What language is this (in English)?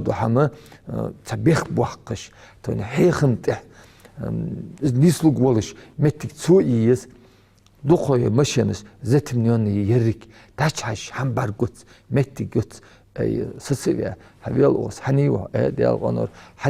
Ingush